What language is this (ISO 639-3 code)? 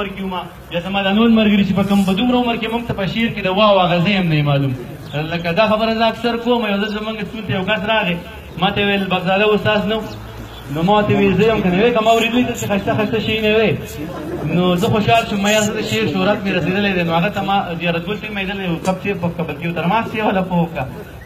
pus